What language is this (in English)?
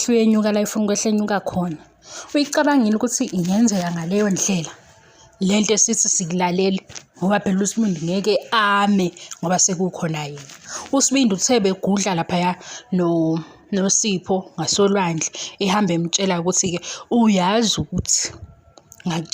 Zulu